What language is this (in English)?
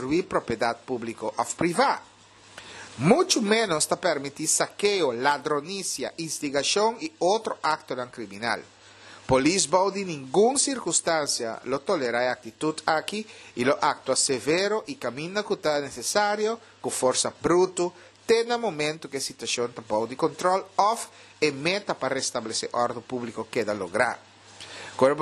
Papiamento